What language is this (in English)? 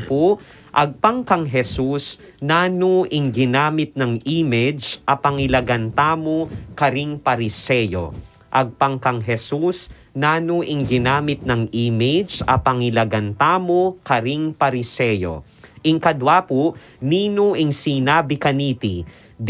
Pampanga